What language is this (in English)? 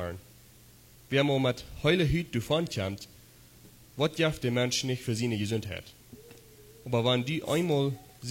Plautdietsch